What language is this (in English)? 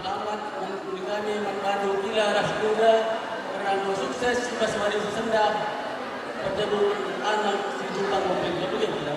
Batak Karo